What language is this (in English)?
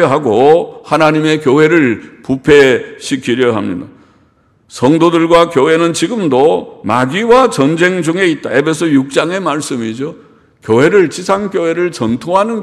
Korean